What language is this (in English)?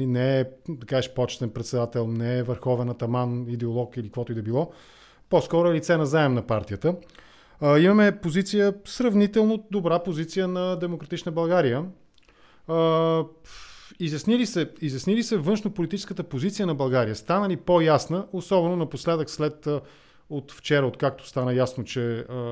Bulgarian